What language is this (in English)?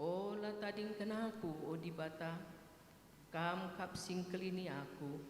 Batak Karo